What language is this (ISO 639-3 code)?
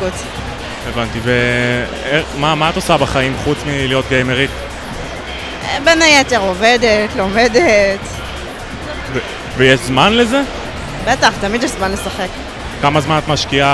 heb